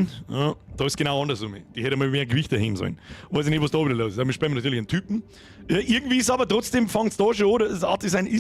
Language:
Bavarian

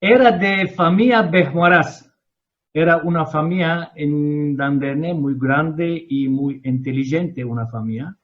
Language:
Ladino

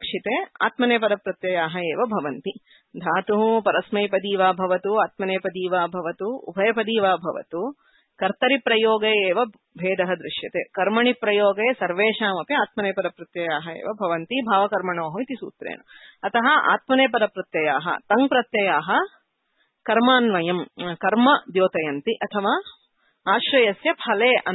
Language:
Sanskrit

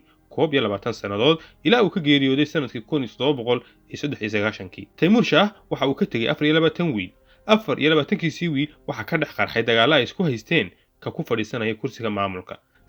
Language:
Somali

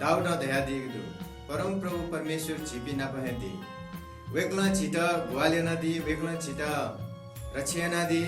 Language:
Newari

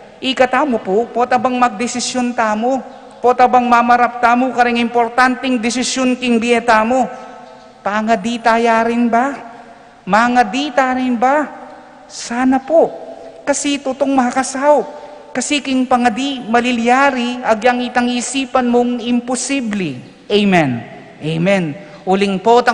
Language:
Pampanga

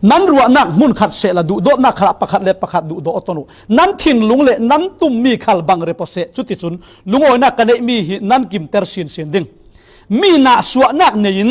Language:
Falam Chin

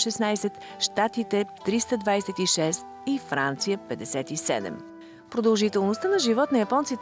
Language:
Bulgarian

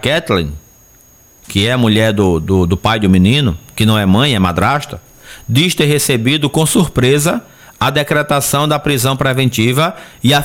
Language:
Portuguese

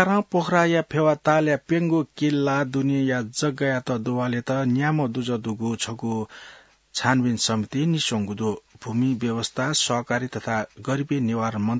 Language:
Newari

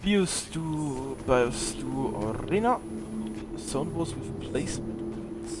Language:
Bavarian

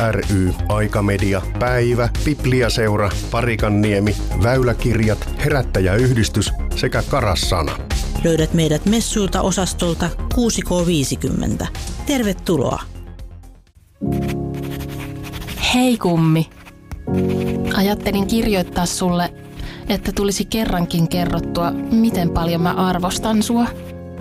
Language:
Finnish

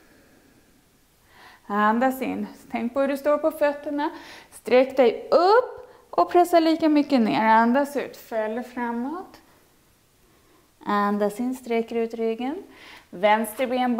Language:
Swedish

